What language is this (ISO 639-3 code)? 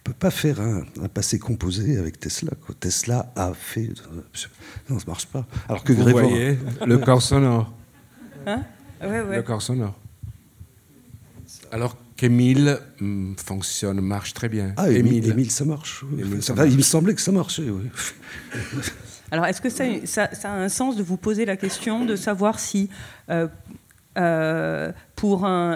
fra